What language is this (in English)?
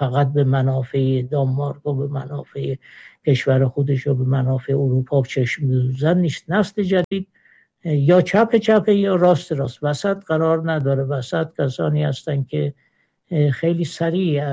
Persian